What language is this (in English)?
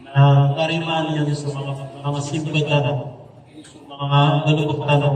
Maranao